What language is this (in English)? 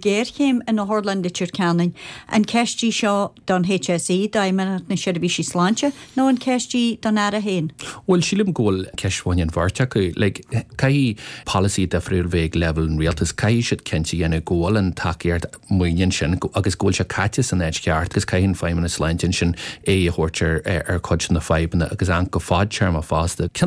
Irish